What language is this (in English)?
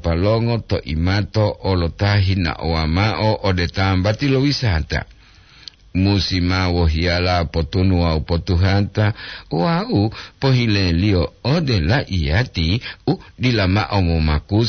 Gorontalo